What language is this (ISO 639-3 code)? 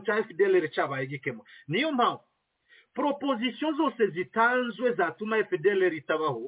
kin